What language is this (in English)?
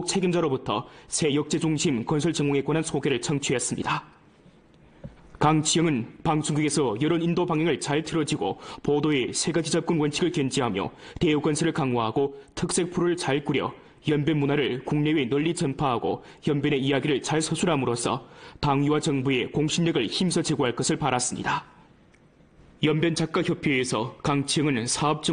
Korean